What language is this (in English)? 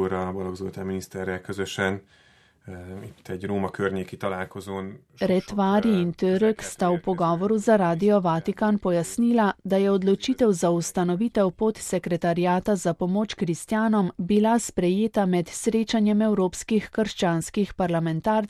Slovenian